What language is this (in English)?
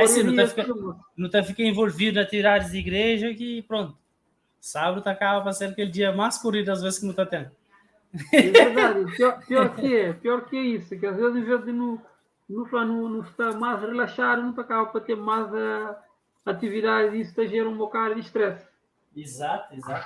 Kabuverdianu